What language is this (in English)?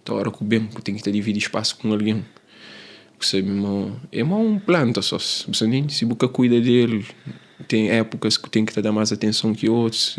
Kabuverdianu